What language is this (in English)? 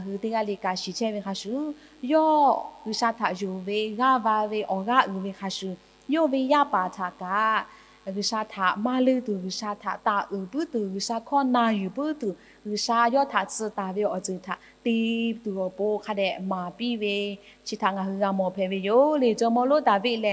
Lahu